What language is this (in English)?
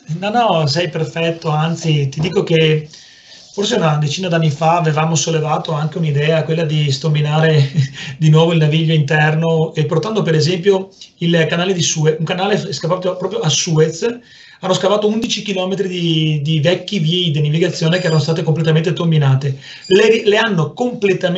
Italian